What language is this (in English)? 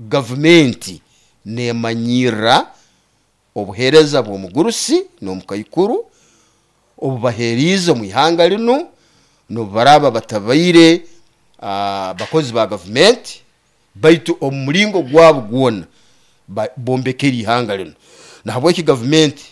Nyoro